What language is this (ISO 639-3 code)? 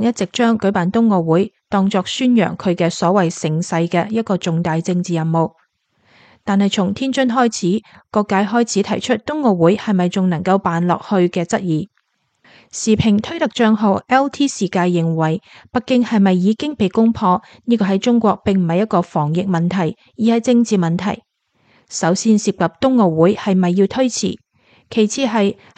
yue